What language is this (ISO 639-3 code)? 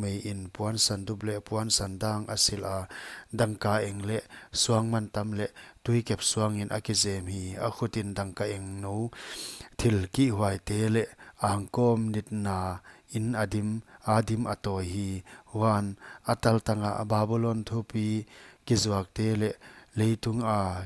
pck